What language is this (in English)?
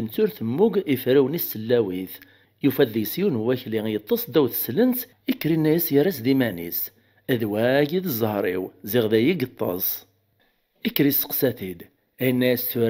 Kabyle